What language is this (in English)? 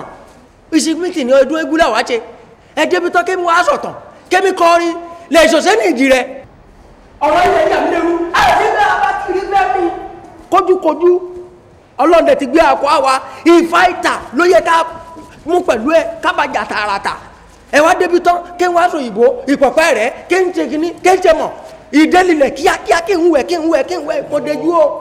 Yoruba